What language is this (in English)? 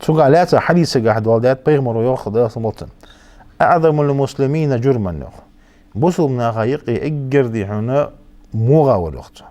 Ingush